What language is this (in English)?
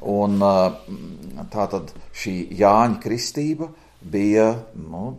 Latvian